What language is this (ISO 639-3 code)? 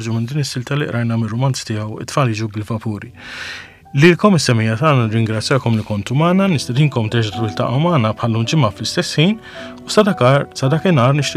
mlt